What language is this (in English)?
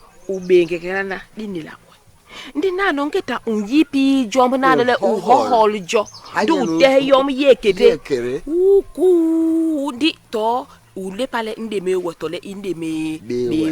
Basaa